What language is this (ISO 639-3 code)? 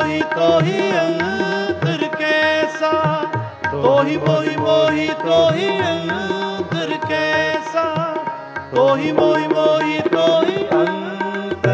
pan